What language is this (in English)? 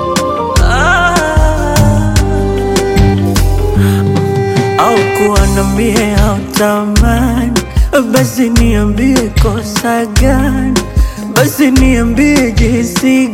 Swahili